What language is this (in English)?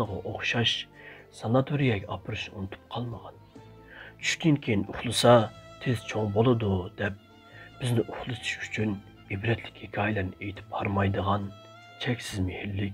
Uyghur